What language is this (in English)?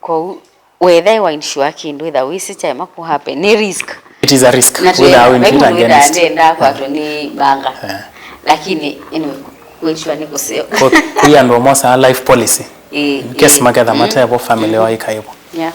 Kamba